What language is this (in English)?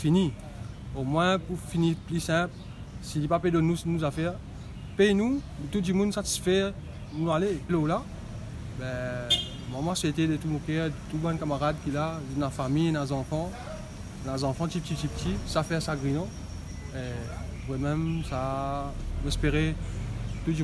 Morisyen